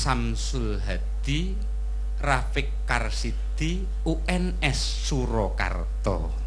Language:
Javanese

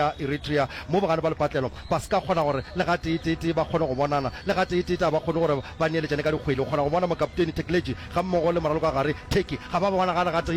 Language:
Northern Sotho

